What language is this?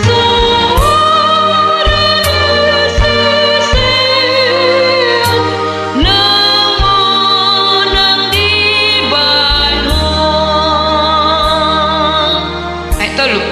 Batak Toba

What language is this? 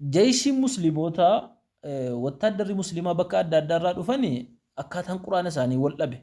Oromo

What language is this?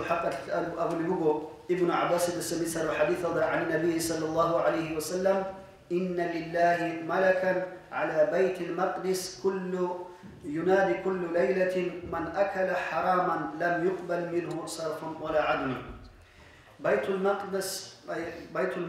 Avaric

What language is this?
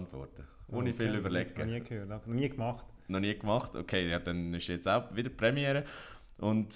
Swiss German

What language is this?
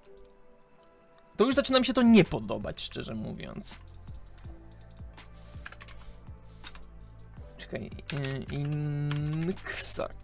Polish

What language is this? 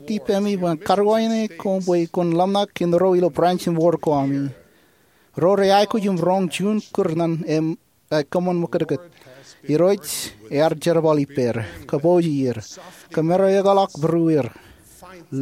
Marshallese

